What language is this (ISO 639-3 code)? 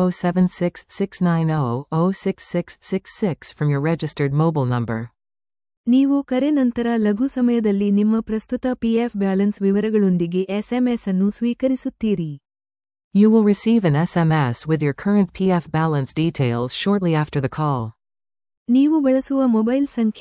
kan